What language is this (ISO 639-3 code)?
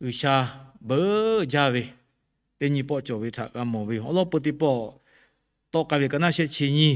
lhu